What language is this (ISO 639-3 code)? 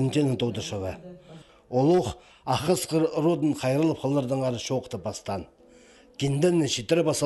kjh